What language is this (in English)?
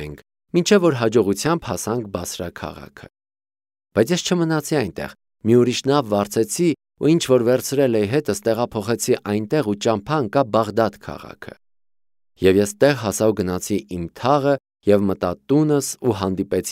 Armenian